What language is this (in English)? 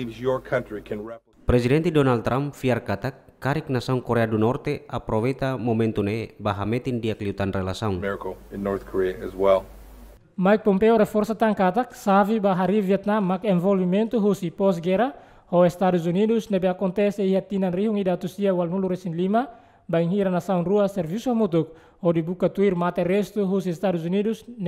Tetum